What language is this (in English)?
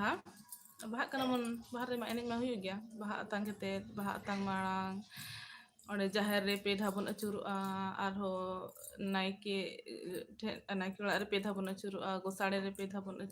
Santali